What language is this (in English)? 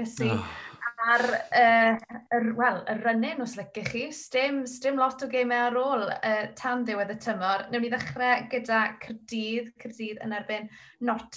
Welsh